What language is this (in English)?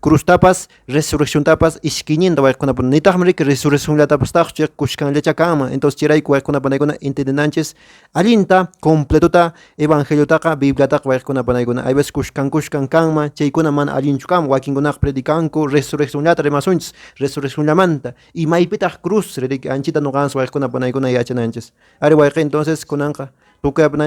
Quechua